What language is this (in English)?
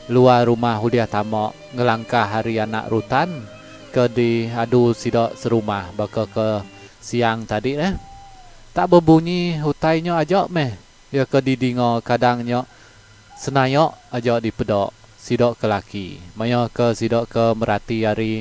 Iban